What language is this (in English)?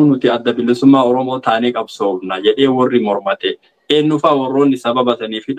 Oromo